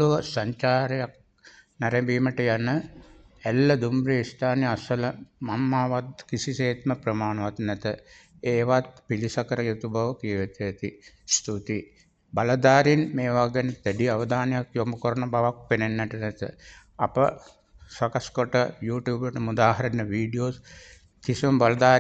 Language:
Sinhala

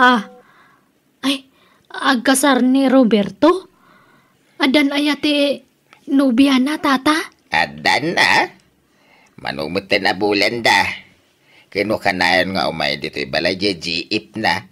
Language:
Iloko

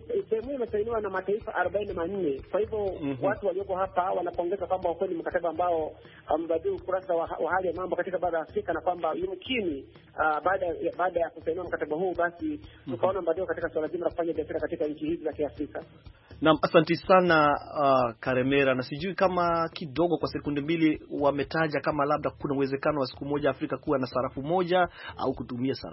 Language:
Swahili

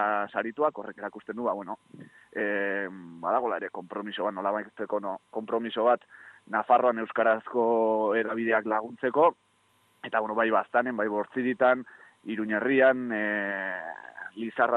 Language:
Basque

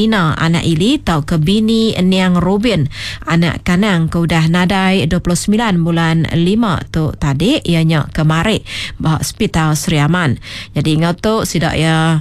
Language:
Iban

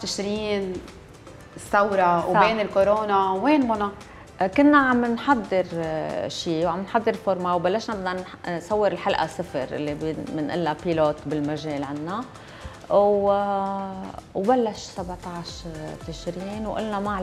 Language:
North Levantine Arabic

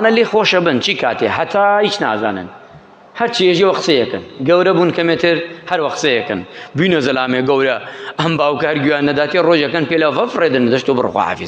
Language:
Central Kurdish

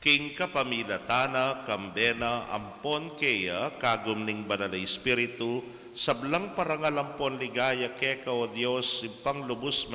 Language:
Pampanga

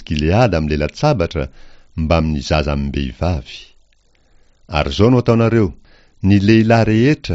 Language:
Malagasy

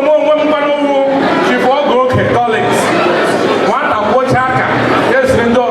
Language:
Igbo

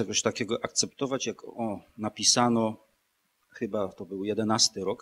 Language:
Polish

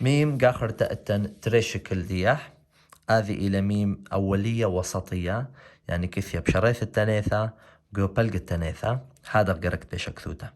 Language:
Assyrian Neo-Aramaic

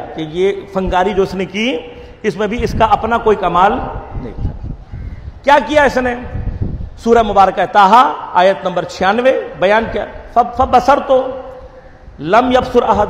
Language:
Urdu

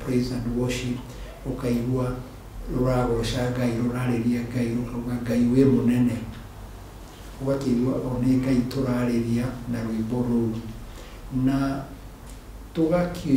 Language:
Kikuyu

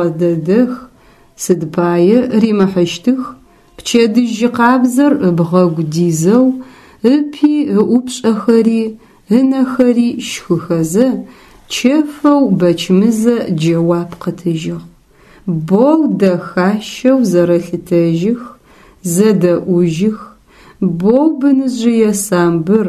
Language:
Adyghe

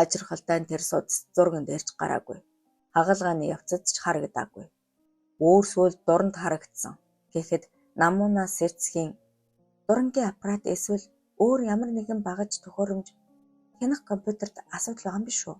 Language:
Mongolian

